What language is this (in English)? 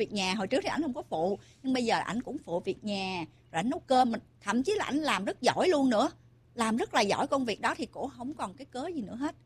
Vietnamese